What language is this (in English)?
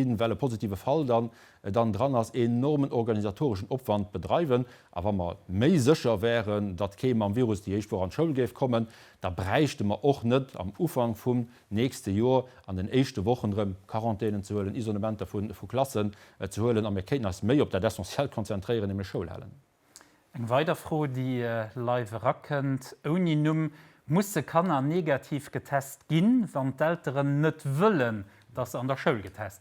Luxembourgish